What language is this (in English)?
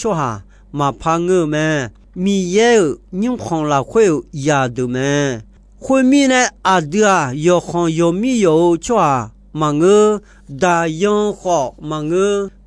Akha